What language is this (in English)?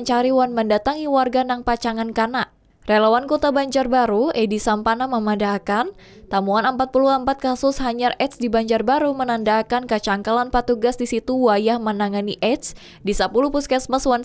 Banjar